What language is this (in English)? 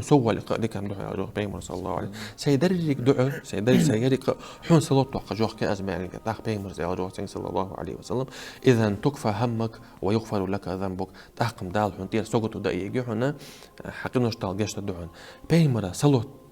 Ingush